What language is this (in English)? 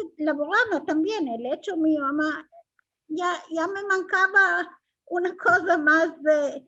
Ladino